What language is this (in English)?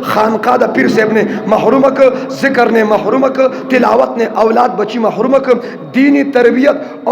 Pashto